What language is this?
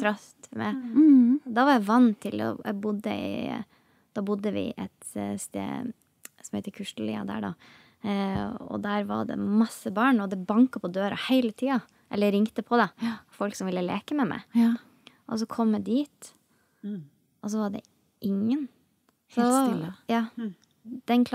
Norwegian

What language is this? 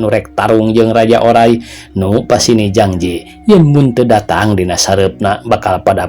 Sundanese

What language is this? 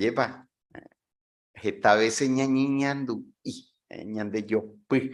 Guarani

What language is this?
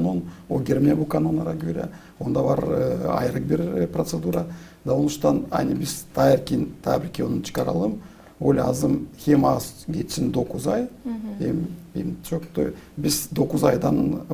Gagauz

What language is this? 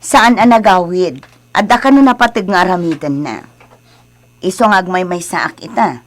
Iloko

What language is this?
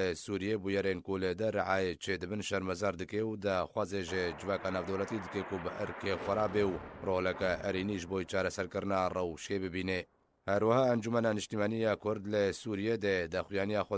Kurdish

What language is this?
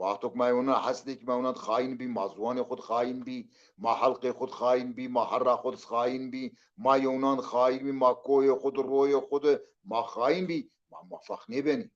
Zaza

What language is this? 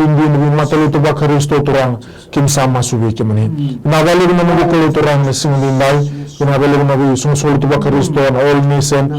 Fijian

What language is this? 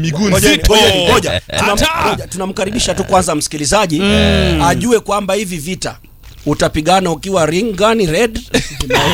Swahili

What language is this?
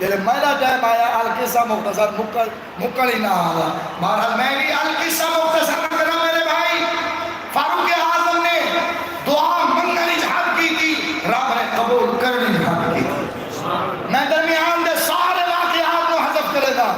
Saraiki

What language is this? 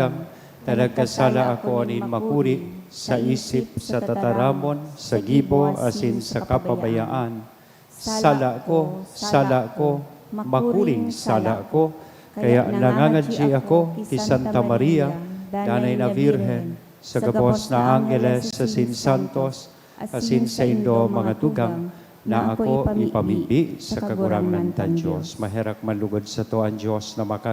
Bikol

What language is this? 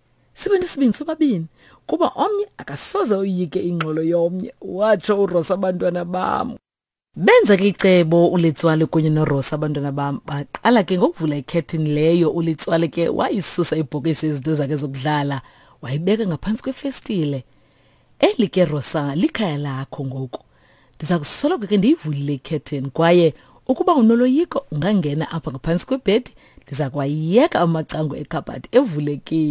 Xhosa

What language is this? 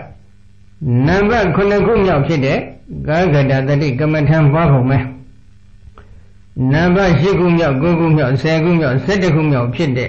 Burmese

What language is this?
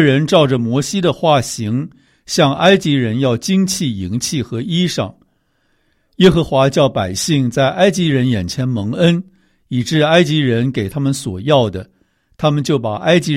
Chinese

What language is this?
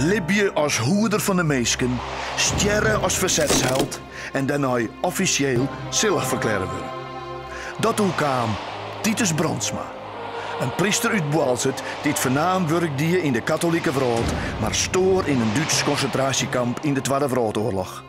Western Frisian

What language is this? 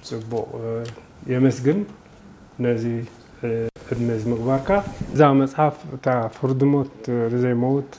Tigrinya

